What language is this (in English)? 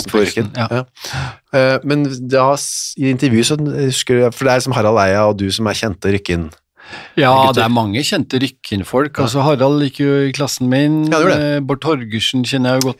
Norwegian